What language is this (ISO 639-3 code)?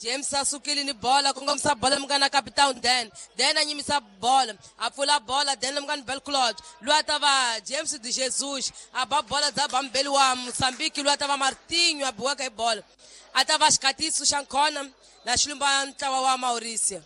tso